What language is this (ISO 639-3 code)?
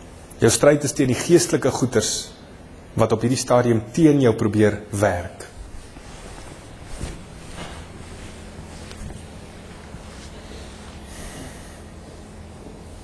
afr